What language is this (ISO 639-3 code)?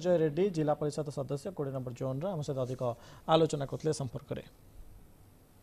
ori